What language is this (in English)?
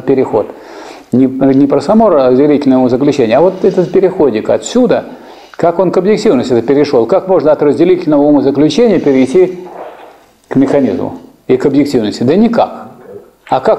Russian